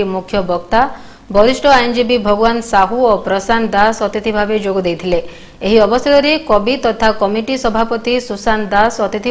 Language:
Odia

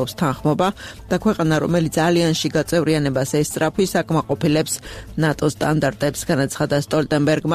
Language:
Georgian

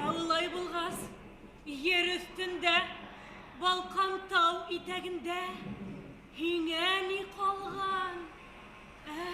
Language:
Bashkir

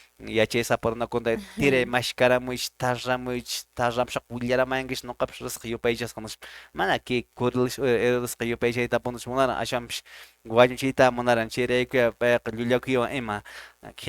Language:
Quechua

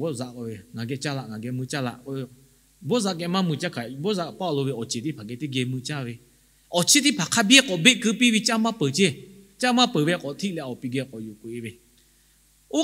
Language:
Lahu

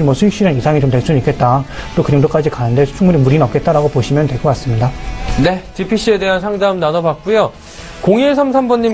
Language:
Korean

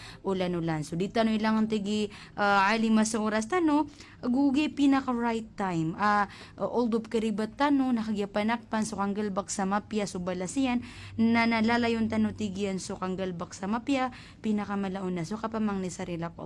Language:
Maranao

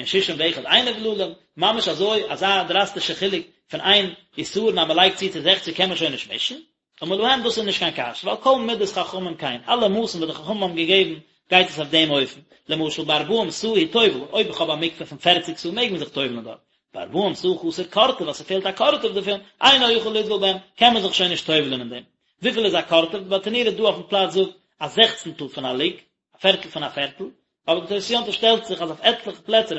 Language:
Yiddish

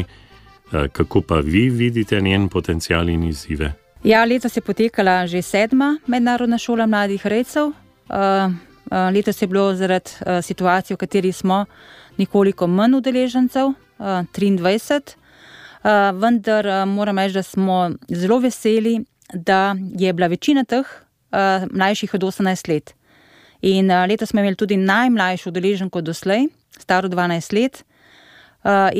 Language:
Slovenian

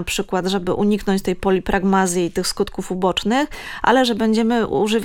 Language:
Polish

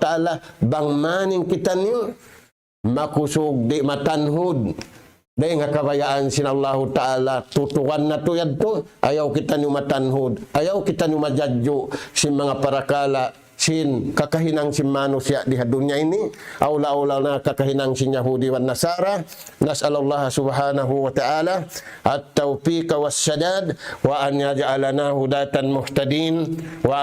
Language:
Tausug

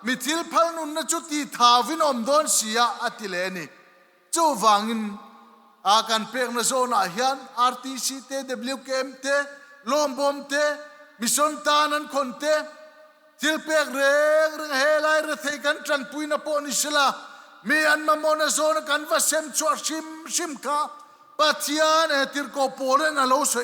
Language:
Mizo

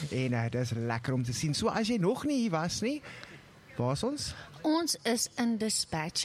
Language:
Afrikaans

